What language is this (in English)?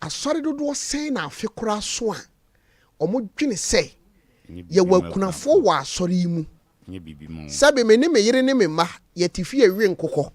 Akan